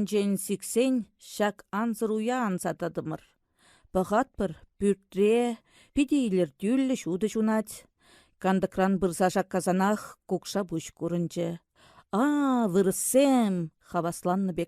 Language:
Chuvash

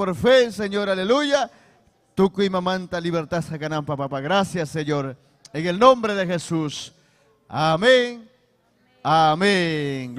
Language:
Ayacucho Quechua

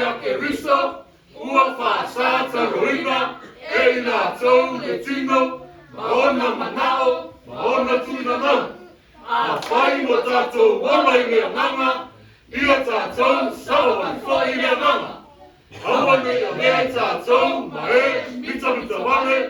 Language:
Samoan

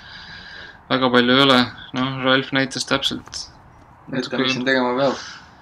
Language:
Estonian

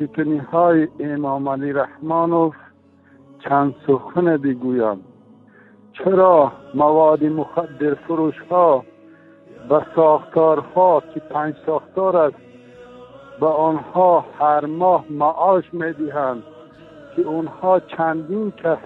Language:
Tajik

